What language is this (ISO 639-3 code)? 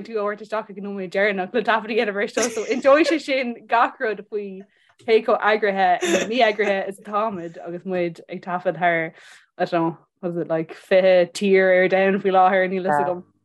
gle